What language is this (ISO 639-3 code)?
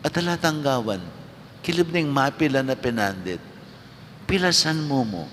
pam